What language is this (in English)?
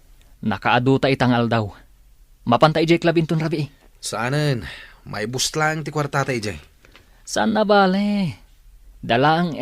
Iloko